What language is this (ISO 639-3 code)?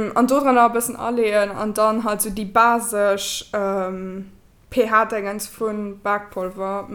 ltz